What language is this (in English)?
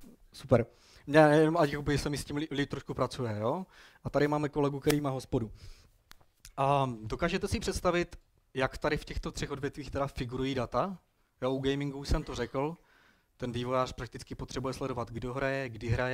Czech